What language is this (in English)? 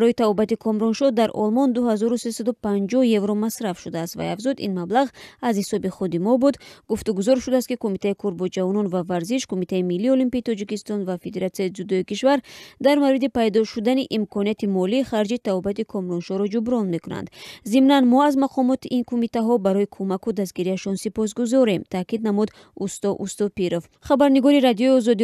Tajik